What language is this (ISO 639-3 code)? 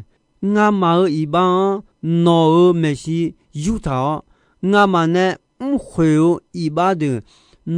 ahk